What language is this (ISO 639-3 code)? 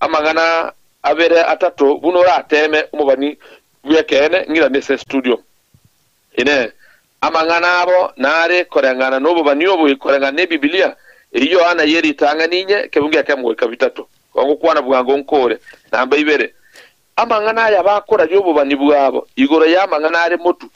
guz